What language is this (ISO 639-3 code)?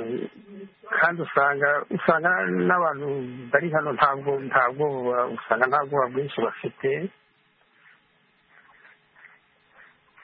kin